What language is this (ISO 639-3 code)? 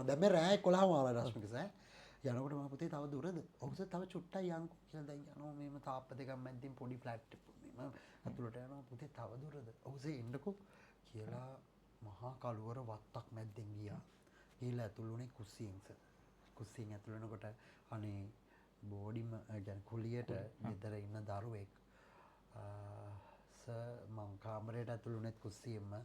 sin